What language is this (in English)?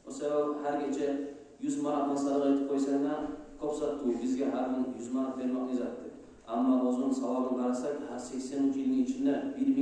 Kumyk